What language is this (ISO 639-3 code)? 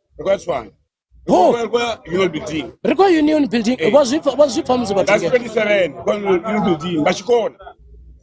ven